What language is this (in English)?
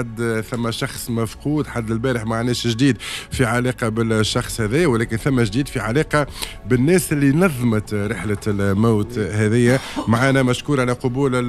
Tunisian Arabic